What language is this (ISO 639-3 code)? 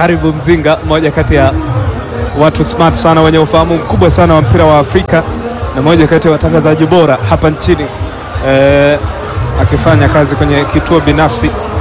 swa